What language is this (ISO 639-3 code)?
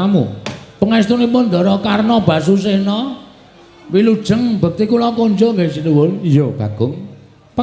jav